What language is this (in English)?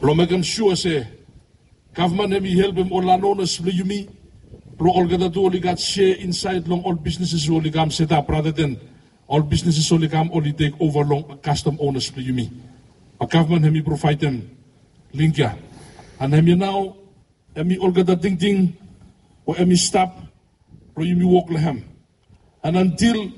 Bislama